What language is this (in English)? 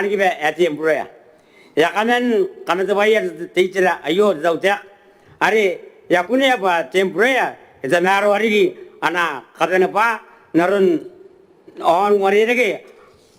Gilbertese